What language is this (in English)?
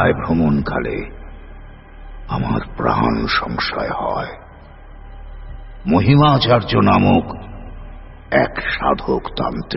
Bangla